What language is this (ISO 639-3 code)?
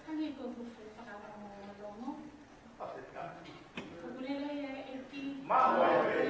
ton